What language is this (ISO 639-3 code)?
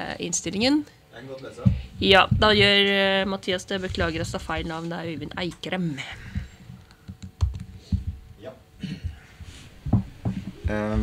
nor